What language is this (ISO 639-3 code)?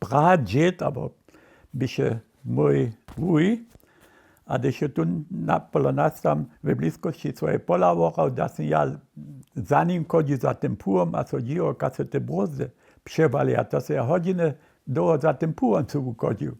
hsb